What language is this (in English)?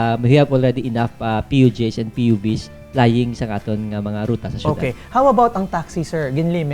Hiligaynon